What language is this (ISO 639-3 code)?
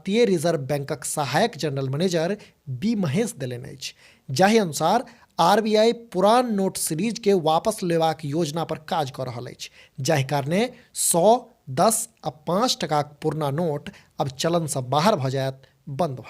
mai